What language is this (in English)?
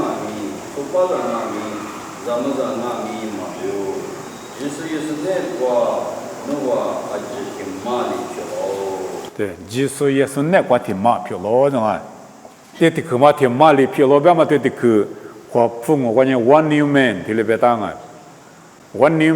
Lisu